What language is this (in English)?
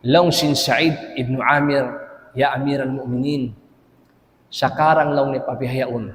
Tausug